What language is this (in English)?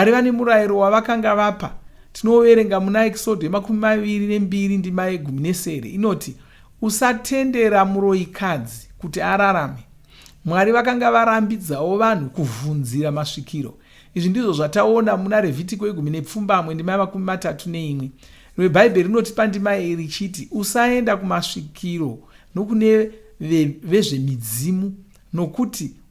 Shona